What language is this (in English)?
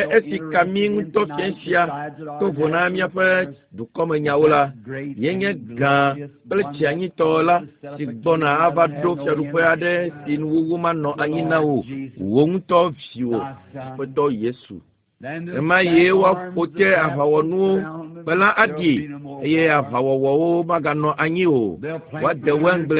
Ewe